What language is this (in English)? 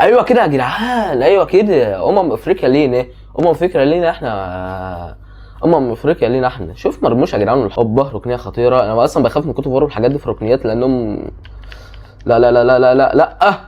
Egyptian Arabic